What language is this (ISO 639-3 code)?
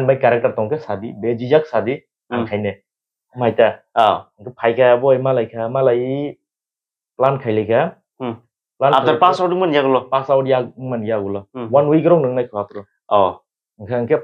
trp